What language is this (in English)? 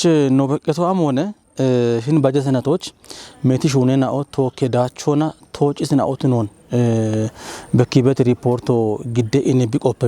Kafa